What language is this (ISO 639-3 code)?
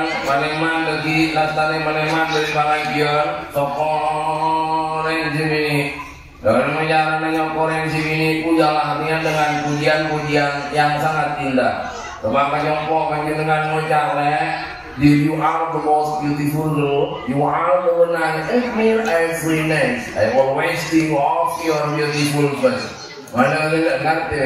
mad